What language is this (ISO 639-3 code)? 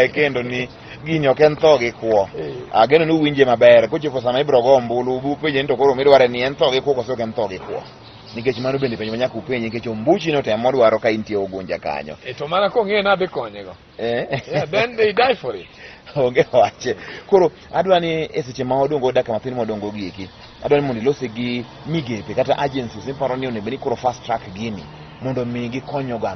luo